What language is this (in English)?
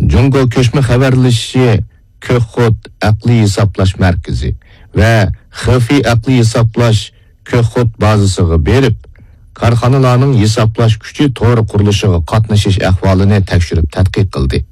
Uyghur